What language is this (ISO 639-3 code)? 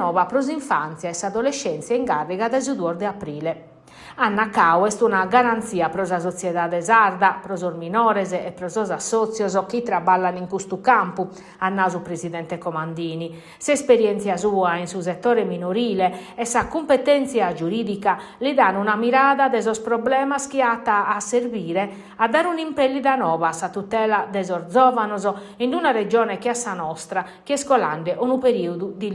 srd